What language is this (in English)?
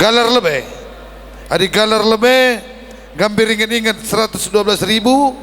Batak Karo